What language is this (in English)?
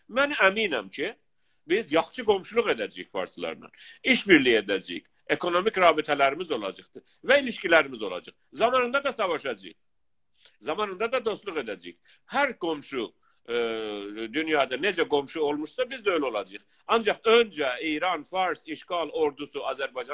South Azerbaijani